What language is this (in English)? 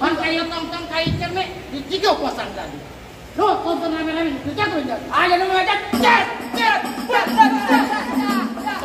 Betawi